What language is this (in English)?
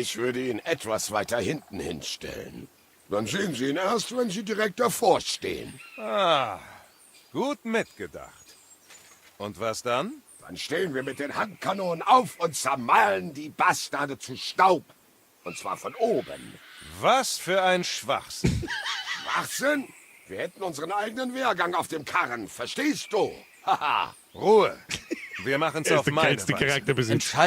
Bavarian